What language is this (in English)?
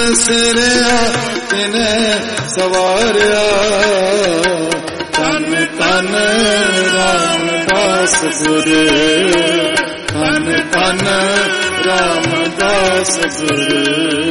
Punjabi